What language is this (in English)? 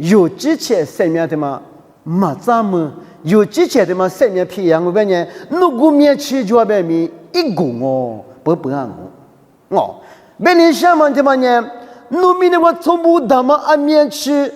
Lisu